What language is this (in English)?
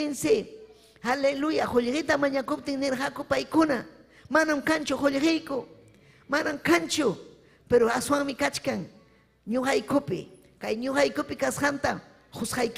Ayacucho Quechua